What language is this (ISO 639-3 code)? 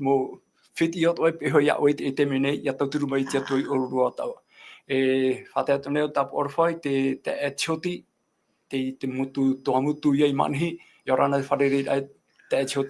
tah